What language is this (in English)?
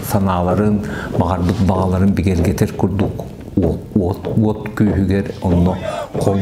Yakut